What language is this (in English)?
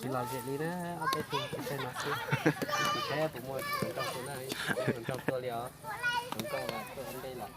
Hmong